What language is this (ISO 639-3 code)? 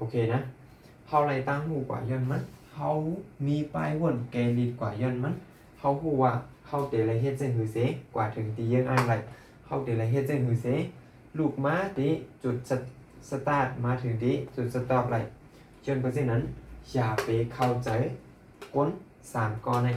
shn